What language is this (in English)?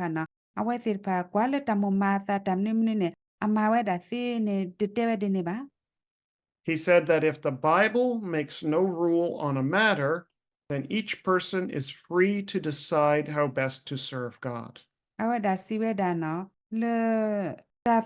S'gaw Karen